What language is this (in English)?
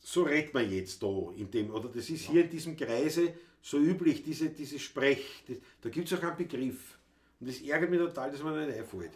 Bavarian